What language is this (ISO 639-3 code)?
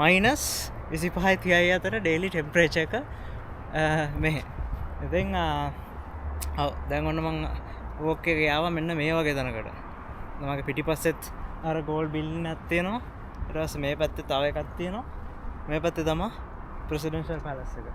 sin